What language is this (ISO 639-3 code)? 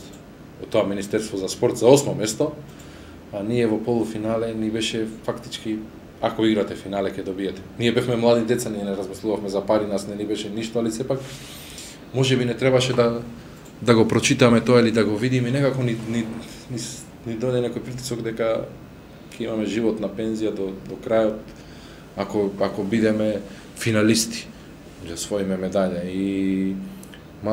mkd